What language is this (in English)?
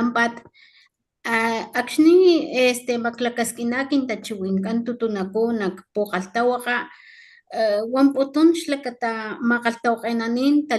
Papantla Totonac